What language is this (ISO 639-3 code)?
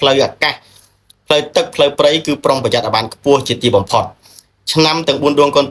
khm